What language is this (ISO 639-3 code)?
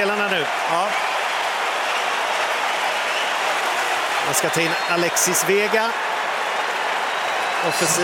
swe